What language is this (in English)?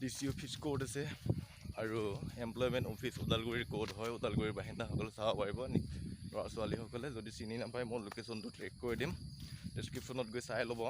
Assamese